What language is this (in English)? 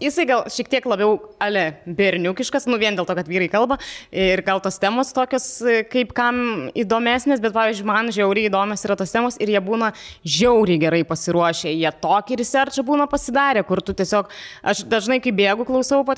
Lithuanian